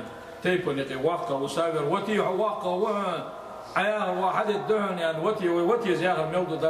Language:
Ingush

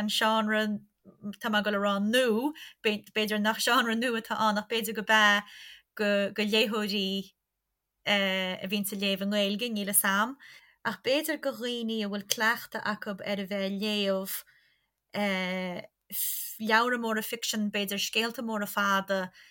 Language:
Irish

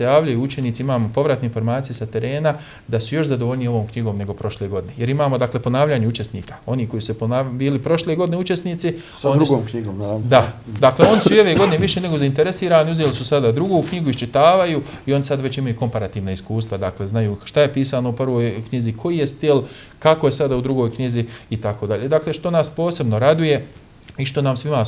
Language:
Bosnian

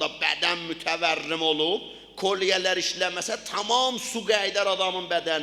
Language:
South Azerbaijani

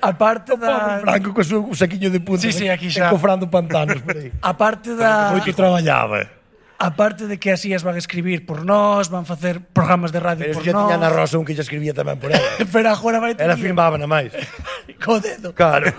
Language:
Galician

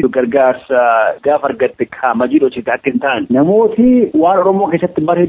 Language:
Oromo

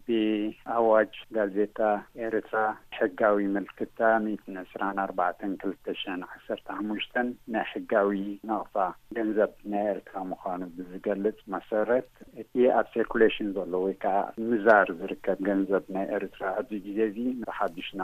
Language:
Tigrinya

